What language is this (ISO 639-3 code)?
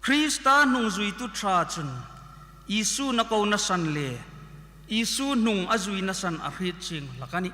hmr